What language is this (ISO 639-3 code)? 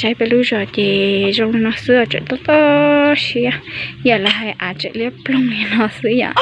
hmn